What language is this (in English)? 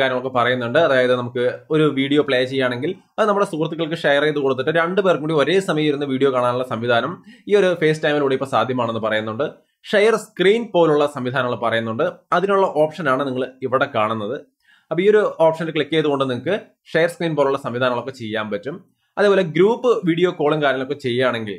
Malayalam